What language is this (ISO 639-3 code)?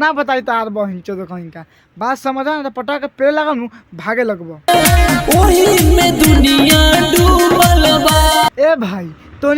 bho